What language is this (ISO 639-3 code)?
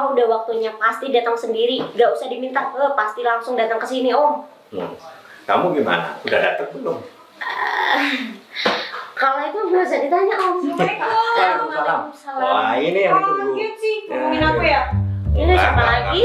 ind